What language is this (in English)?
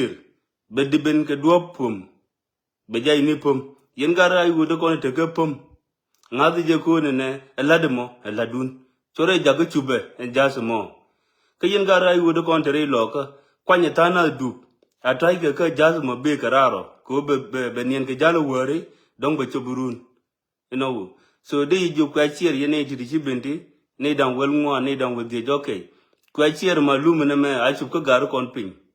Nuer